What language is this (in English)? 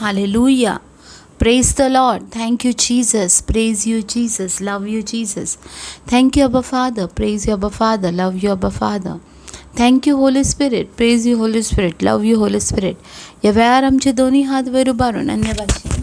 Konkani